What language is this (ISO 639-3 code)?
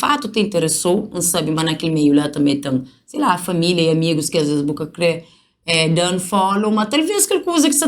kea